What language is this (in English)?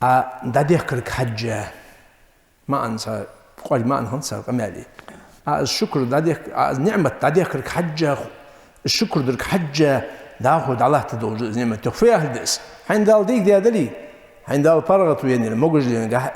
Ingush